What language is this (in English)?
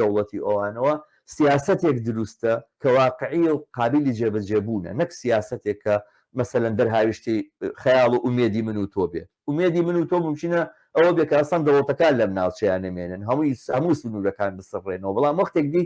Central Kurdish